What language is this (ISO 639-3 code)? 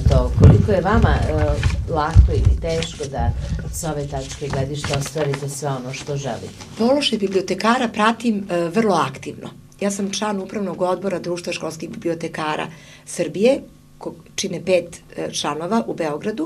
srp